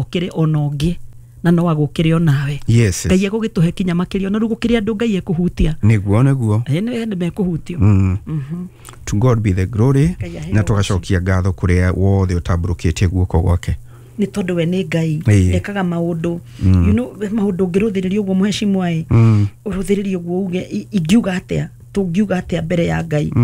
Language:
Kikuyu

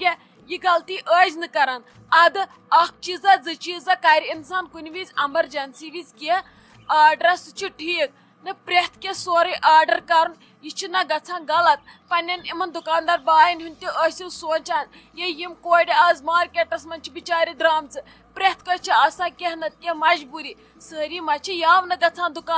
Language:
Kashmiri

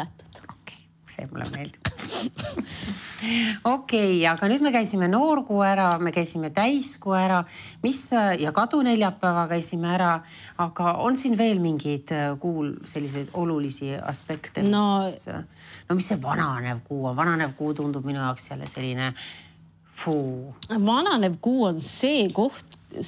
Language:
Estonian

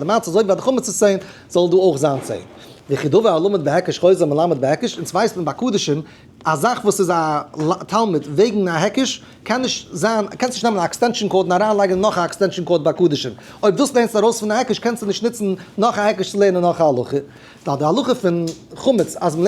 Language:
Yiddish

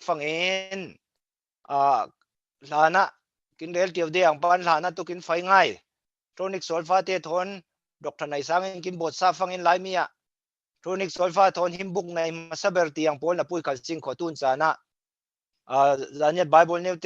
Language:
Falam Chin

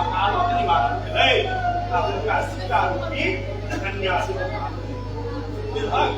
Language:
Maithili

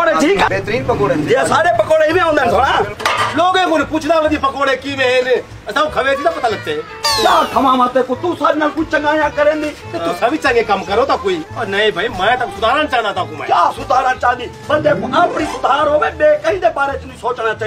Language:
Saraiki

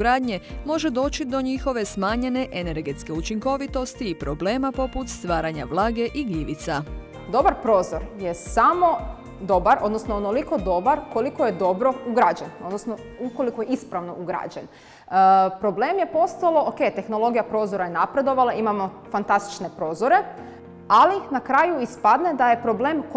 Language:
Croatian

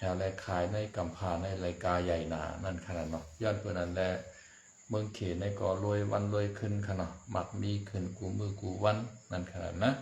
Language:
Shan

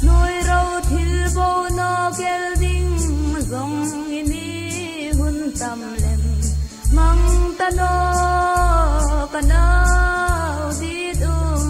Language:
Hmar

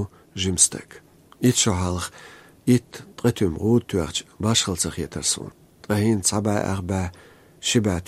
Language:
Chechen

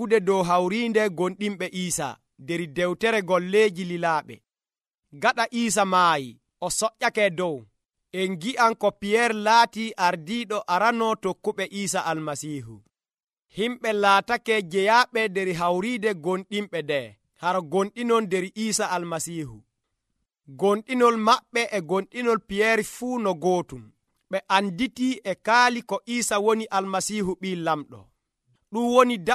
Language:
Nigerian Fulfulde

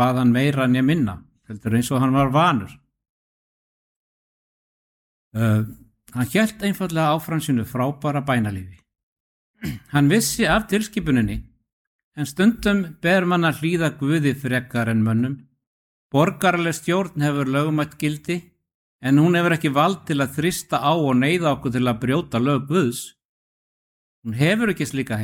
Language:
Icelandic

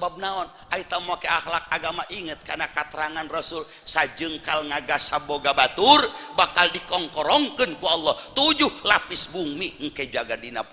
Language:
Sundanese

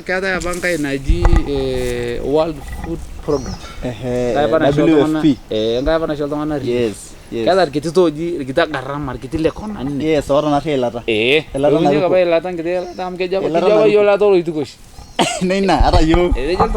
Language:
Masai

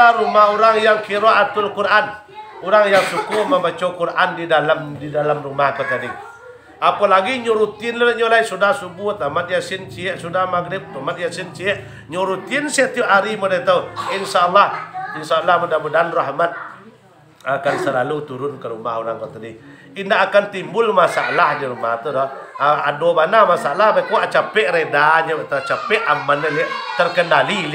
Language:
Minangkabau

